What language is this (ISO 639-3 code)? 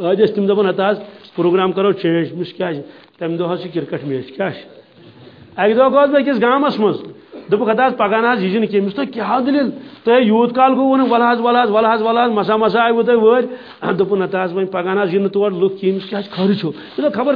kas